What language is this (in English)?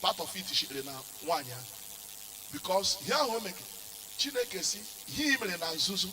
Igbo